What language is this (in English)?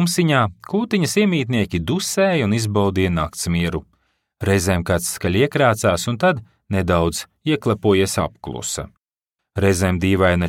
Latvian